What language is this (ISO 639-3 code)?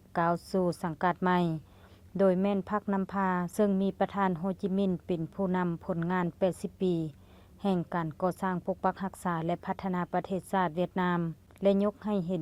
lao